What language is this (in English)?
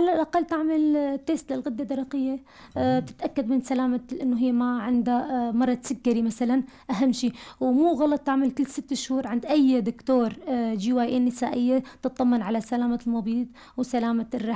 North Levantine Arabic